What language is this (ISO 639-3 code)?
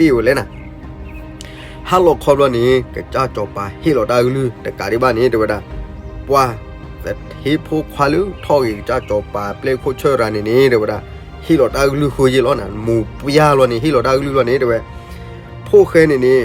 ksw